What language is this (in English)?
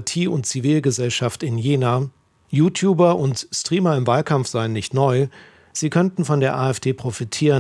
German